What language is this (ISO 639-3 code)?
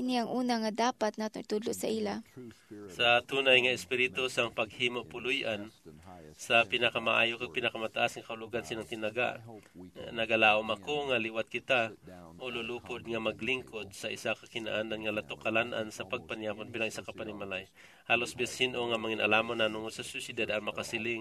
hil